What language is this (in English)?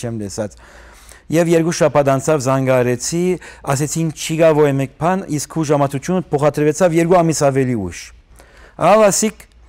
Armenian